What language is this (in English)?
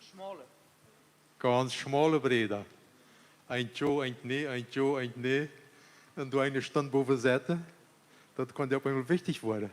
Plautdietsch